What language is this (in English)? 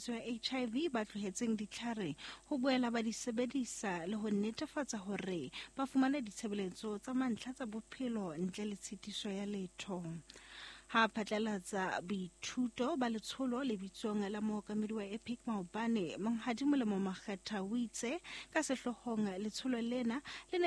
Southern Sotho